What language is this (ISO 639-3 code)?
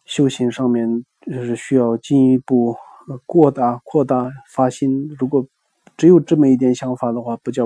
zho